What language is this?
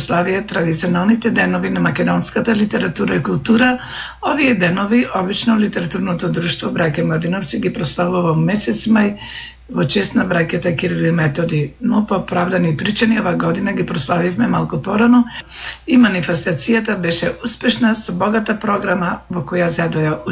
Macedonian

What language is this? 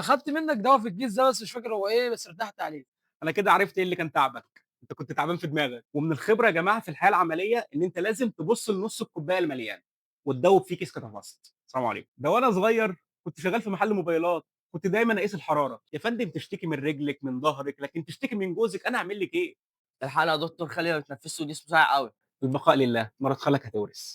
Egyptian Arabic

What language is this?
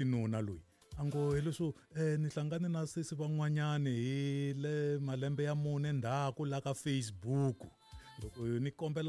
Tsonga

